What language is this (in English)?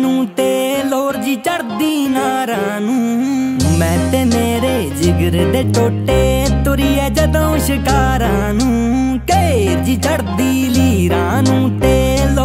Punjabi